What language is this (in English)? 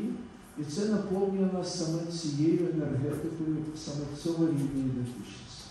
Ukrainian